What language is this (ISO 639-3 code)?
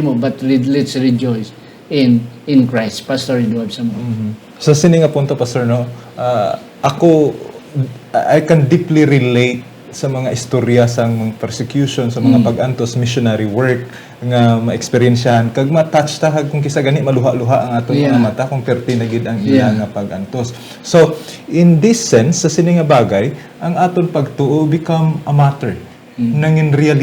hil